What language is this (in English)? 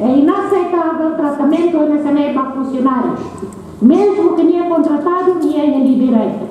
Tetum